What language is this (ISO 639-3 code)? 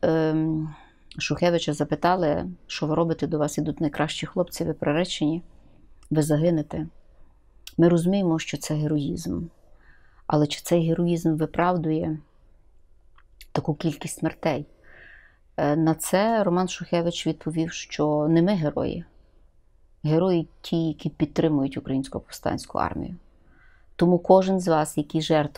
ukr